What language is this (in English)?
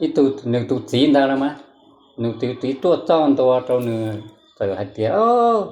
Hmong